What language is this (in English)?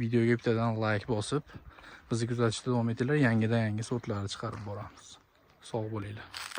Uzbek